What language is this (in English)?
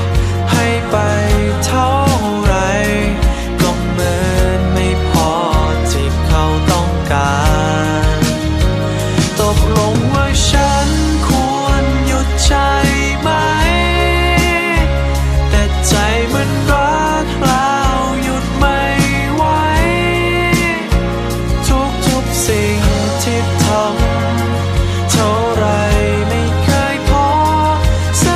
Thai